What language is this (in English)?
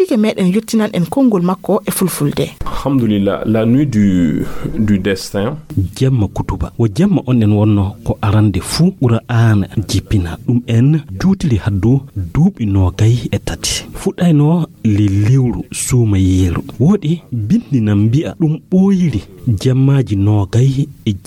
Fula